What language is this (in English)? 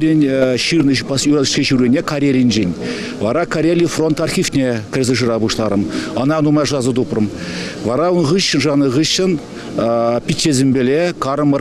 Chuvash